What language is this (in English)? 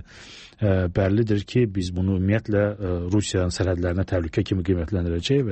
Azerbaijani